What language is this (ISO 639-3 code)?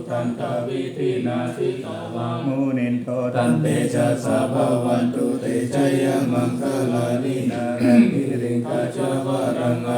pli